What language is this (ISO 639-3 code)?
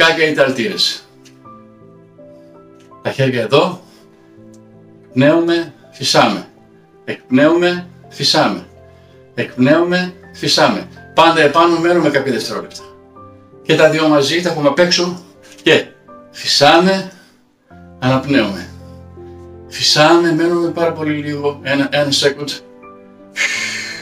ell